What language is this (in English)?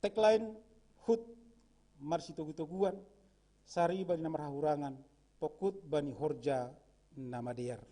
Batak Simalungun